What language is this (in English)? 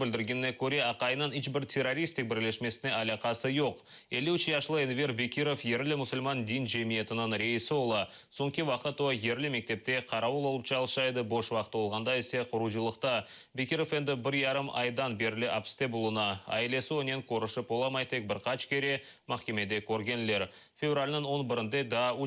Crimean Tatar